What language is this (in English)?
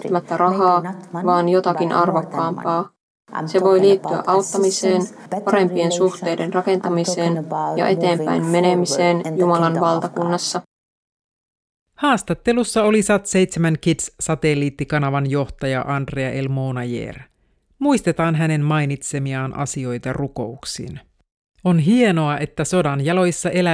Finnish